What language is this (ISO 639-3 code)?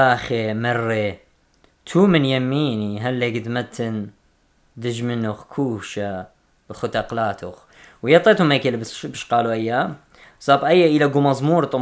aii